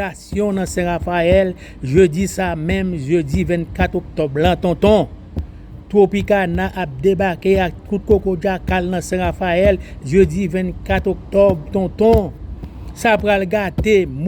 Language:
Haitian Creole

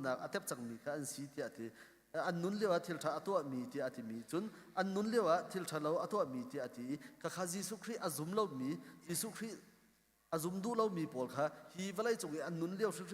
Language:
Hakha Chin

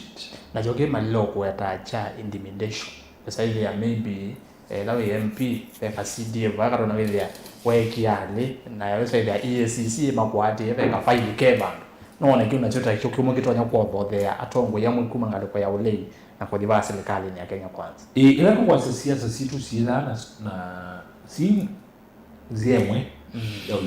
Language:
Kamba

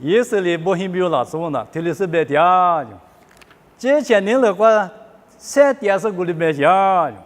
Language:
Lisu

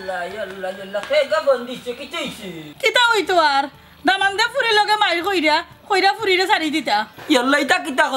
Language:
Sylheti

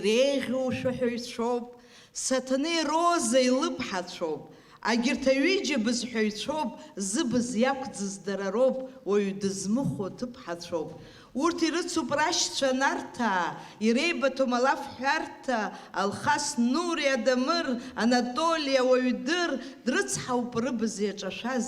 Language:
Abkhazian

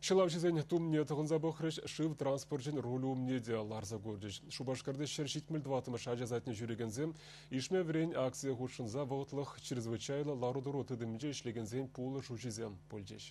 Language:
Chuvash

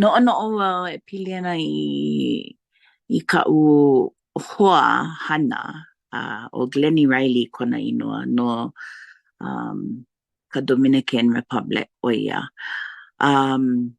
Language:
Hawaiian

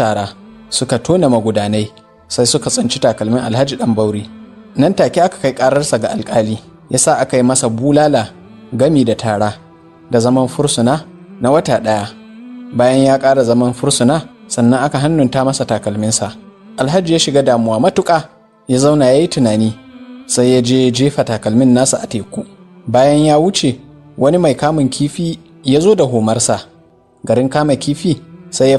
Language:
Hausa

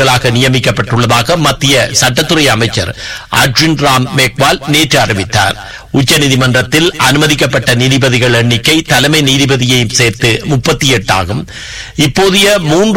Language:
Tamil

